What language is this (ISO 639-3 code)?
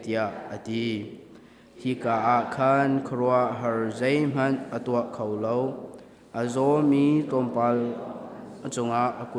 cnh